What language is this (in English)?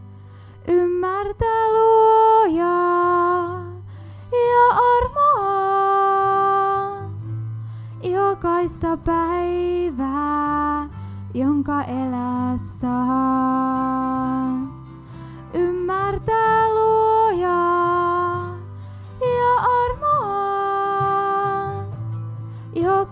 Finnish